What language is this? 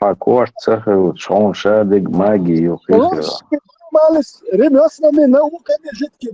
Chechen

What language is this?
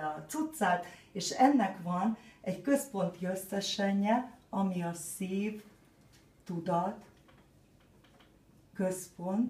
Hungarian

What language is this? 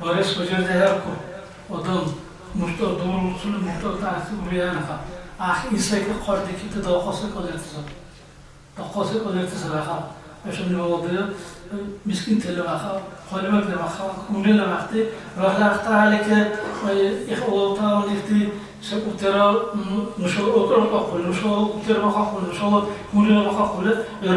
Dargwa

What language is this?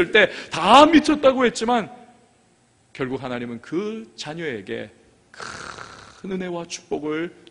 Korean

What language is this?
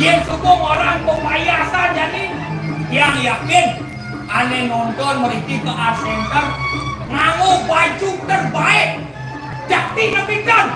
Balinese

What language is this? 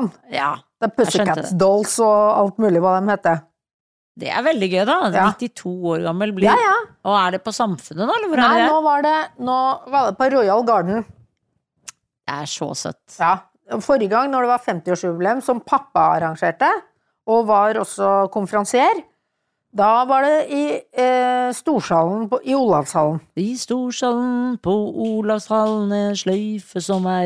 Norwegian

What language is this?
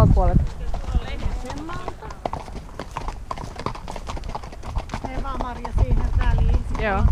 Finnish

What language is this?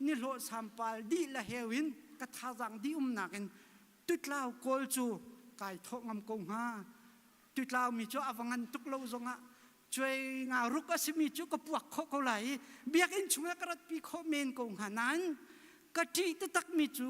Hakha Chin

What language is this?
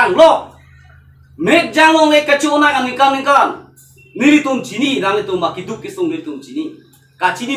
Karbi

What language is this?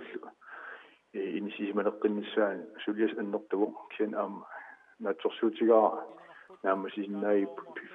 Kalaallisut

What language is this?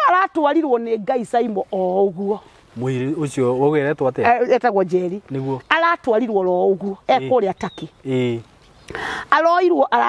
Kikuyu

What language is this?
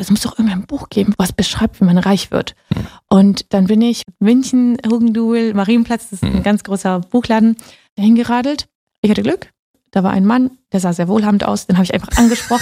German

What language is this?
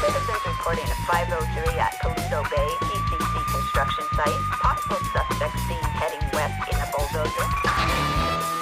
Luxembourgish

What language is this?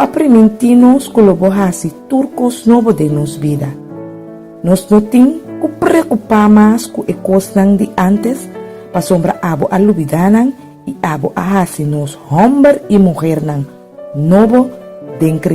Papiamento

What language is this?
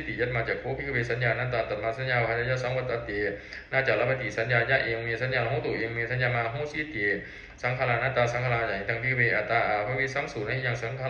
Pali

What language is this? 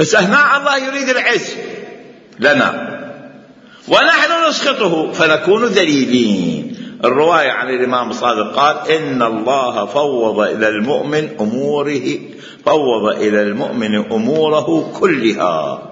Mesopotamian Arabic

